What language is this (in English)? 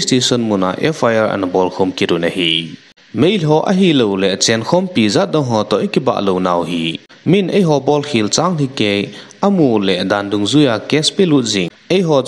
Thado Chin